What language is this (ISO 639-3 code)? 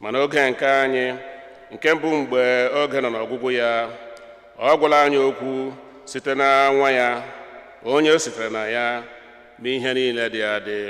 ibo